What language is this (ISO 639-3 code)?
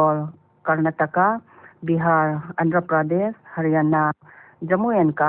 pck